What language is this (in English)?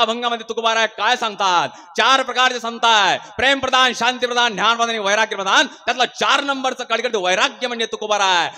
Marathi